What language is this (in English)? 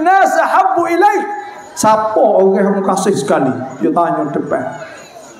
Malay